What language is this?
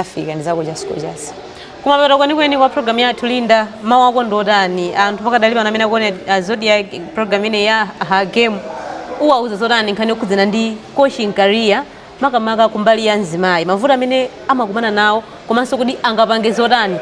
Nyanja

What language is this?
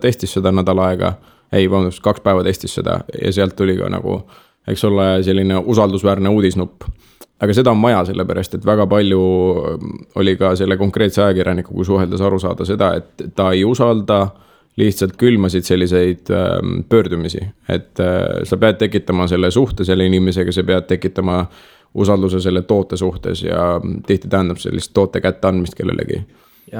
Estonian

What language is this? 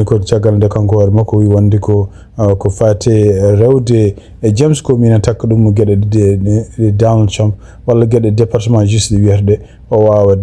Fula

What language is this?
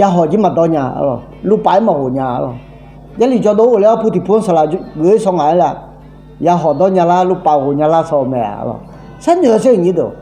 Akha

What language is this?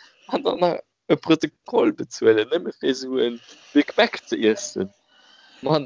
Luxembourgish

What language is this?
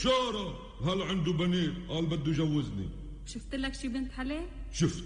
North Levantine Arabic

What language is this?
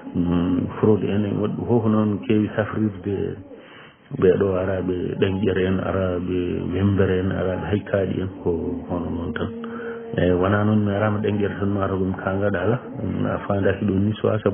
Fula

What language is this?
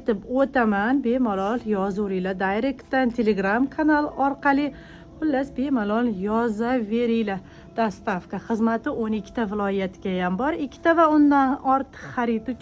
Uzbek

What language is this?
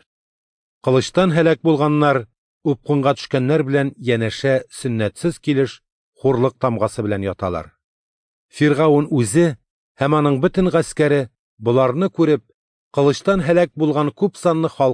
Tatar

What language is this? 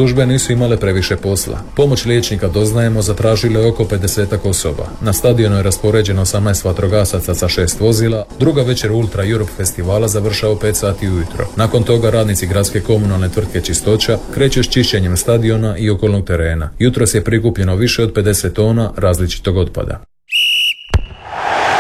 Croatian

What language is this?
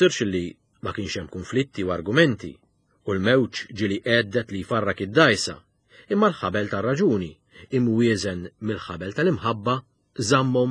Maltese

